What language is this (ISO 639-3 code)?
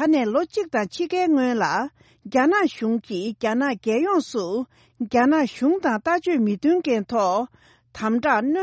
bod